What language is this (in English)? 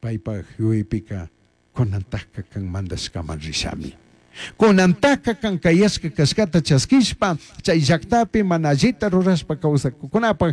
Chimborazo Highland Quichua